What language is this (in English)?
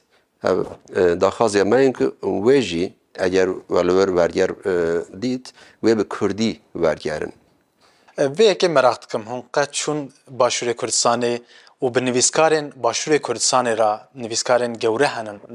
Kurdish